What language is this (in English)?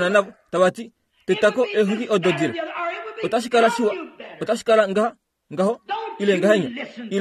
Kuanyama